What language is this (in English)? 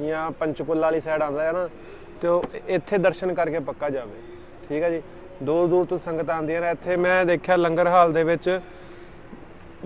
Punjabi